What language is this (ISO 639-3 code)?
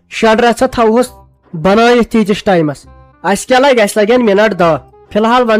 kas